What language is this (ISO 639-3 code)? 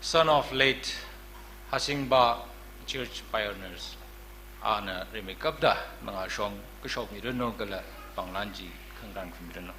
nmf